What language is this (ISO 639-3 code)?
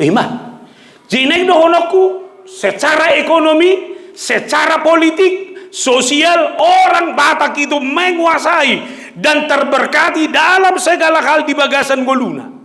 bbc